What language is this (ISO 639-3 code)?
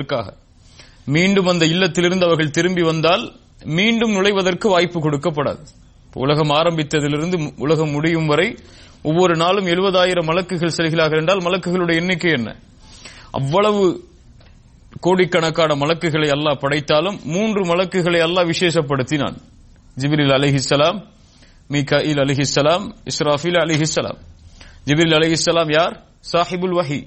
tam